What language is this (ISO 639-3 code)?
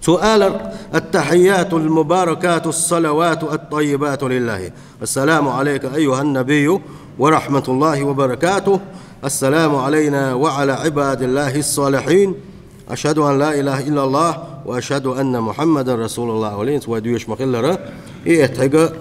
che